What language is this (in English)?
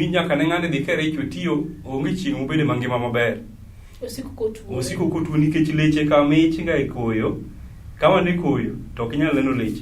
Luo (Kenya and Tanzania)